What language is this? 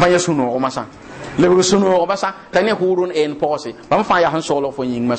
Mossi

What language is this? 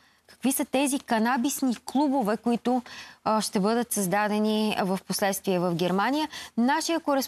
Bulgarian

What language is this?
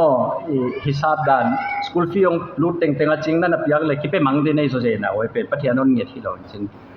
Paite Chin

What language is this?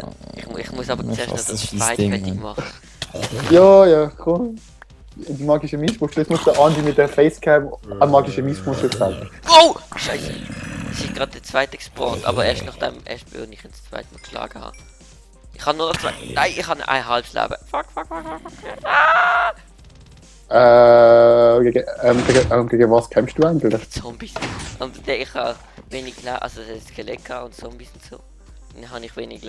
Swiss German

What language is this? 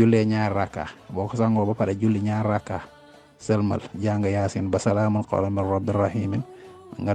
Wolof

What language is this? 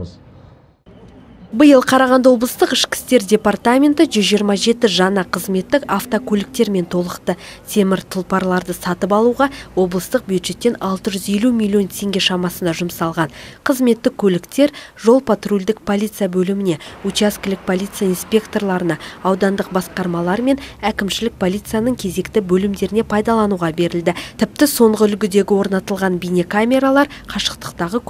Kazakh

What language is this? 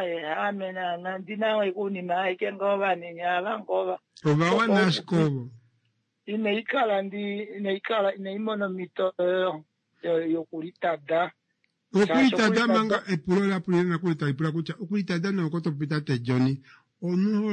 Kuanyama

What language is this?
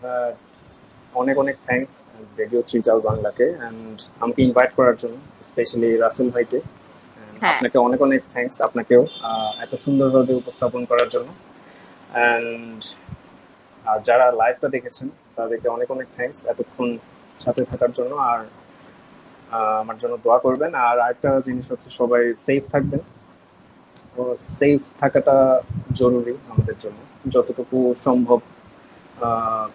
Bangla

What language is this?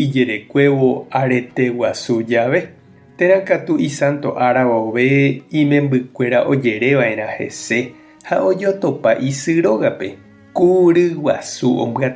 Guarani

